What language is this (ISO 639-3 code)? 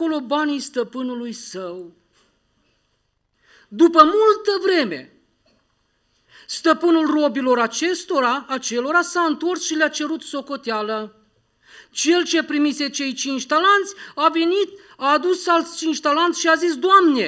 ron